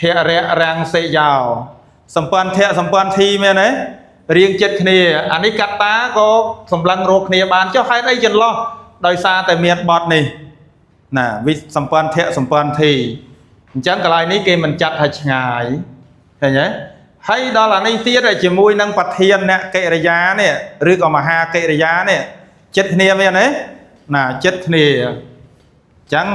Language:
Khmer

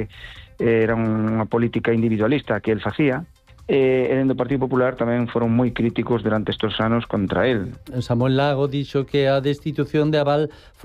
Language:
Galician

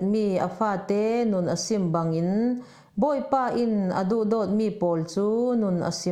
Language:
Falam Chin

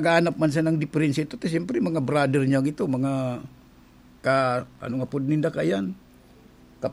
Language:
Bikol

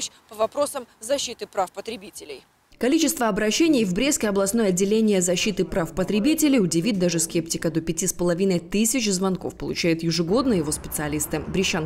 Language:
Russian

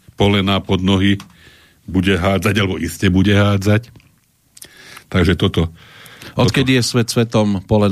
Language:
Slovak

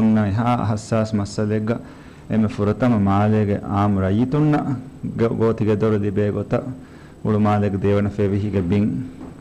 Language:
Divehi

